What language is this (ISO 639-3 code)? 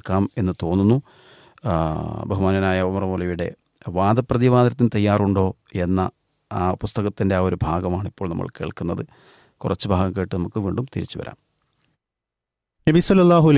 mal